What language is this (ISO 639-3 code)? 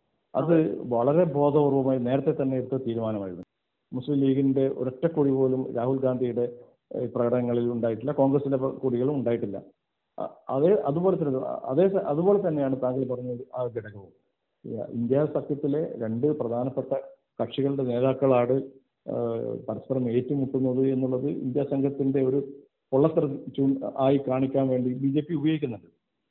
mal